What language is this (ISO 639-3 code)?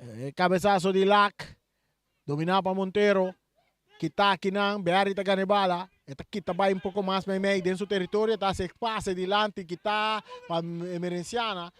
pap